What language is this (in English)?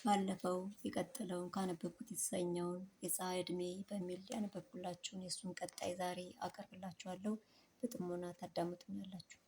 Amharic